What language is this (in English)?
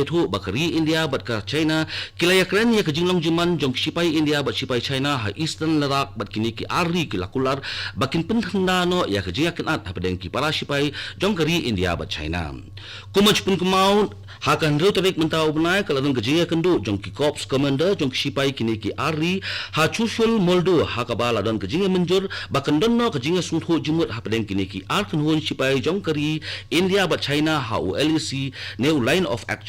Khasi